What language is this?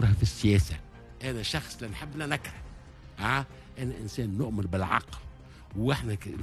Tunisian Arabic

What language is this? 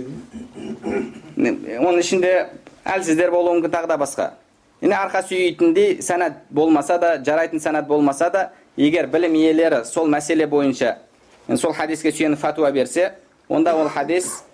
Kazakh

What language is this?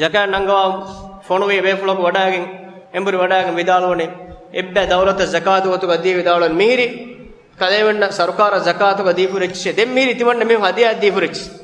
Divehi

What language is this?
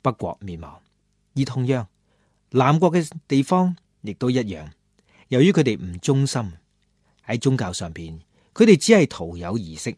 Cantonese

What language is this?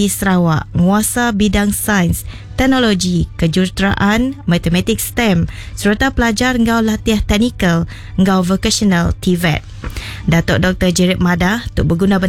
Iban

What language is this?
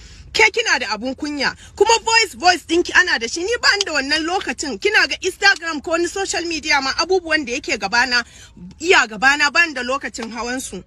Hausa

